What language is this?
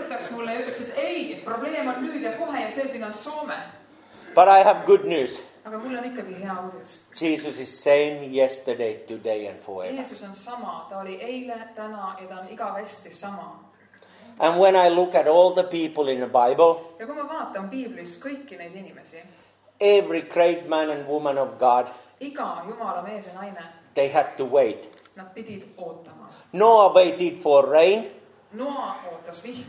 Estonian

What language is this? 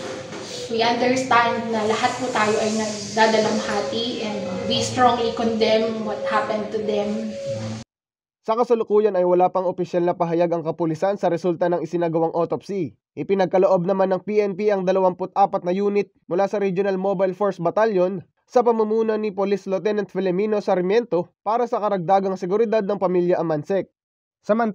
Filipino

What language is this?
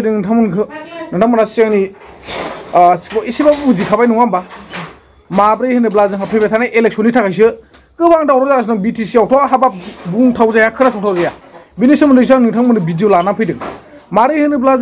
Bodo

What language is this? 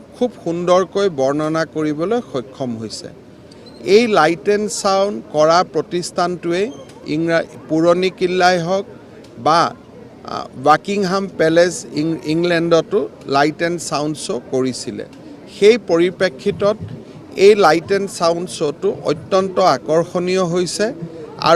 Assamese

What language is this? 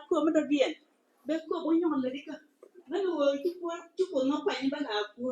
Nuer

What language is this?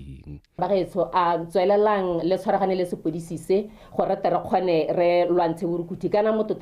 Tswana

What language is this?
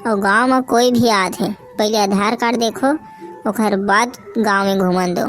Chhattisgarhi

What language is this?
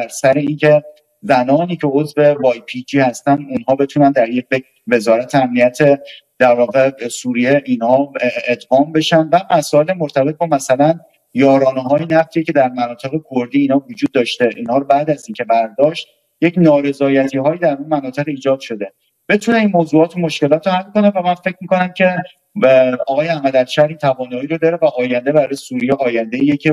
Persian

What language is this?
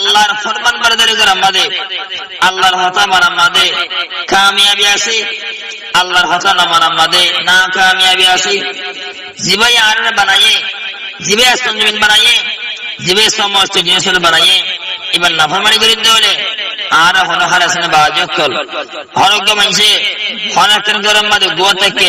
Rohingya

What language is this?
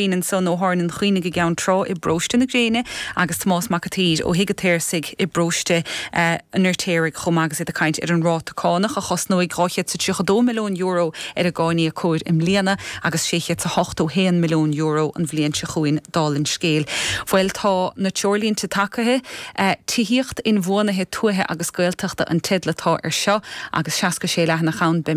Irish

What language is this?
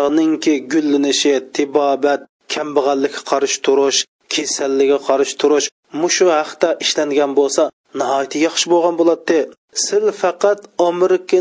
Uyghur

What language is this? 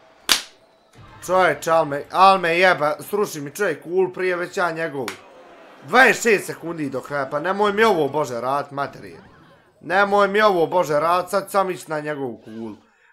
Bosnian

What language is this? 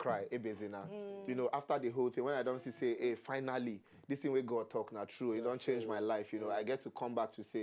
Nigerian Pidgin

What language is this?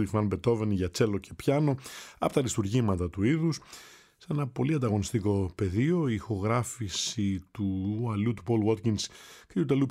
Greek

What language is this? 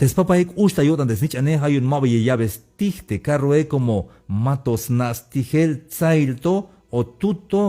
Tzeltal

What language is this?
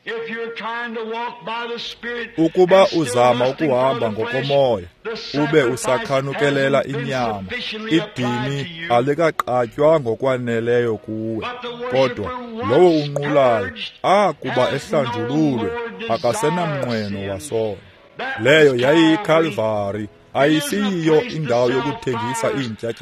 Xhosa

